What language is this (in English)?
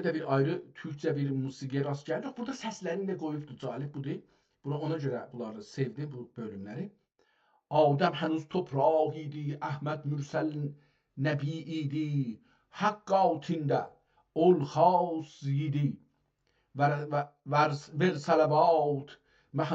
South Azerbaijani